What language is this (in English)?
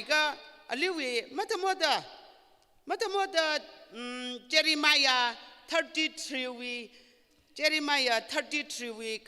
Tangkhul Naga (India)